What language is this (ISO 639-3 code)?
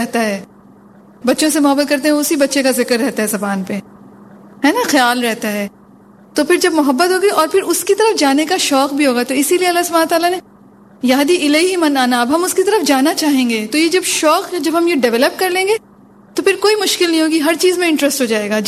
urd